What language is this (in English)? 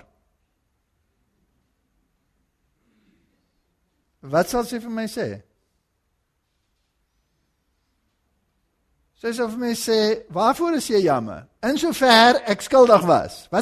Afrikaans